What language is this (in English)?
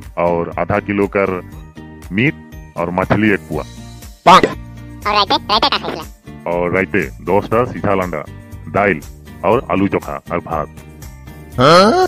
Sadri